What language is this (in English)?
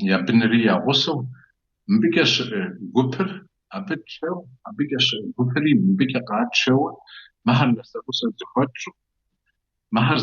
Kabardian